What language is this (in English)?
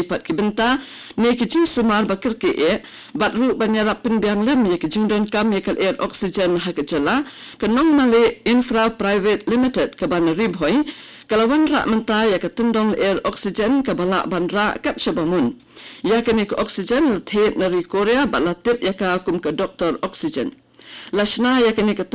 Khasi